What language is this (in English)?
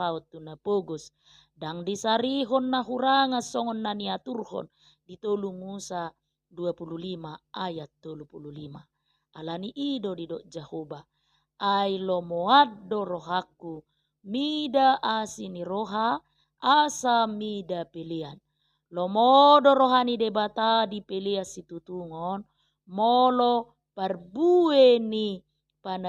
Batak Toba